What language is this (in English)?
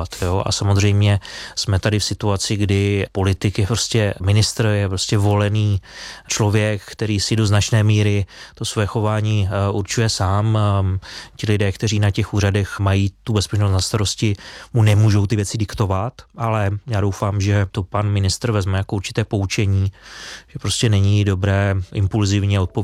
Czech